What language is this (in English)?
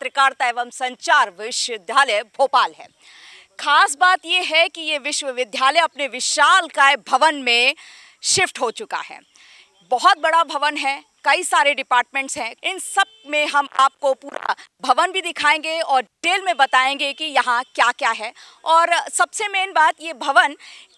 Hindi